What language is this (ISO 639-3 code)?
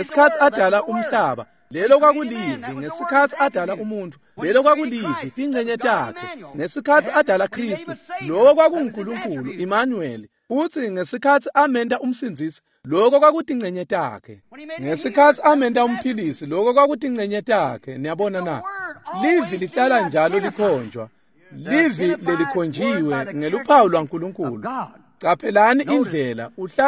ssw